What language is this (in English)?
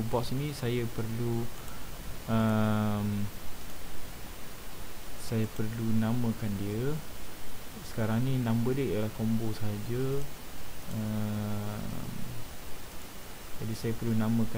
Malay